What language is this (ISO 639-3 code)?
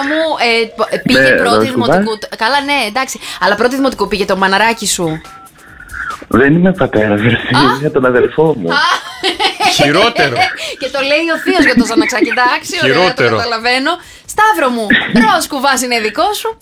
ell